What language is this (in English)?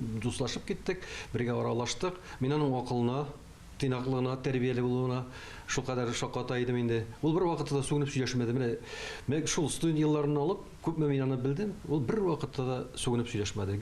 Tatar